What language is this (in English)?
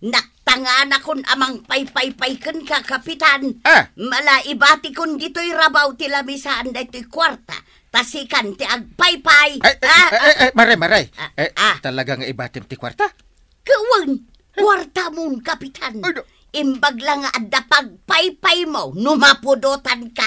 Iloko